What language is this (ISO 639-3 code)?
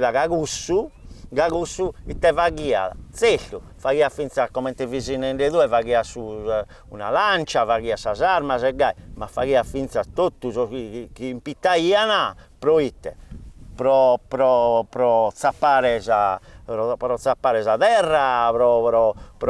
srd